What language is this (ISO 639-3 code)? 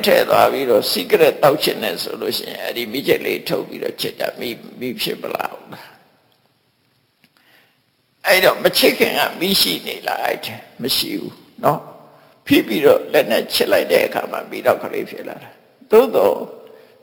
mya